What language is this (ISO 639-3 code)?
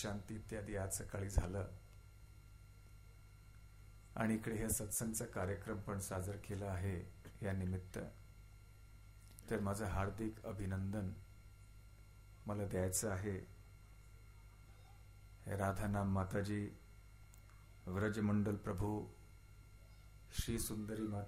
mar